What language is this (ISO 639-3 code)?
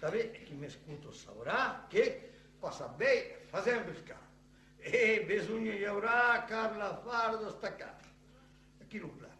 oci